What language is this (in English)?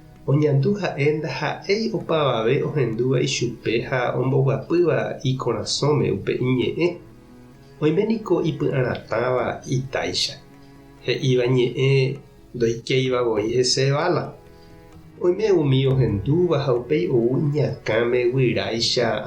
Guarani